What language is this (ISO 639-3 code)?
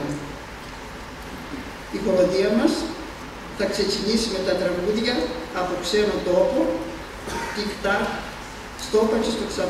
ell